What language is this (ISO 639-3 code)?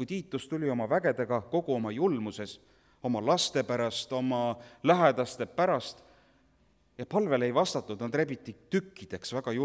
est